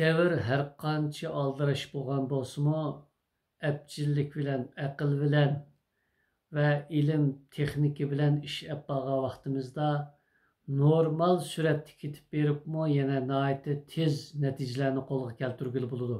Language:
Uyghur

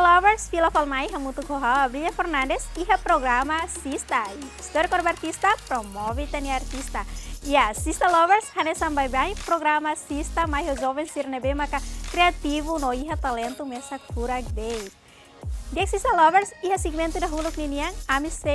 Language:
Tetum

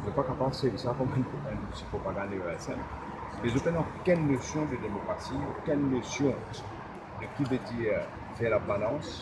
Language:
Morisyen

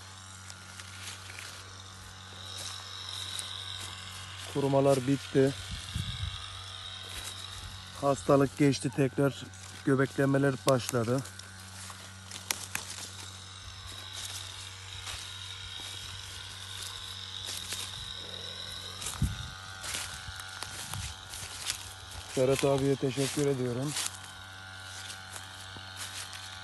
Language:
Turkish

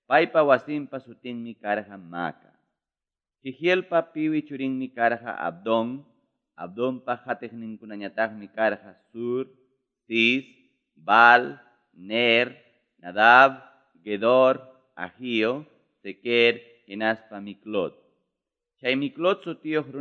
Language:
Ayacucho Quechua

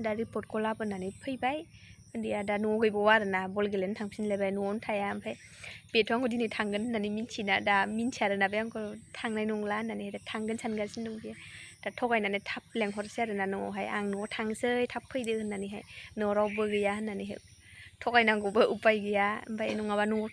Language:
Bodo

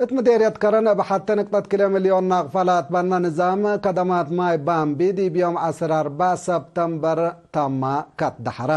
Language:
Tigre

